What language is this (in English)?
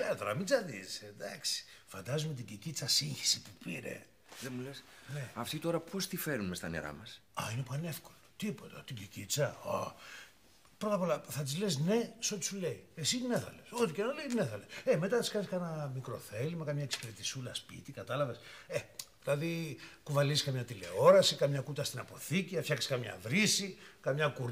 Greek